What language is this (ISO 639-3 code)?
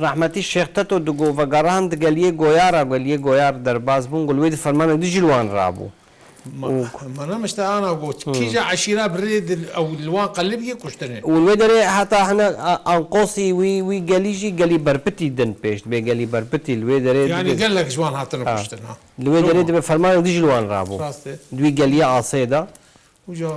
kur